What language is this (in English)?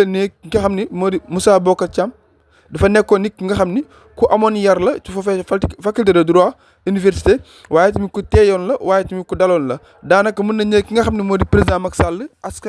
Wolof